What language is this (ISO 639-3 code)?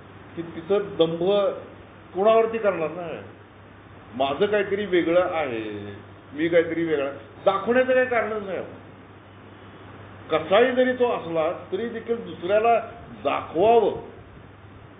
mar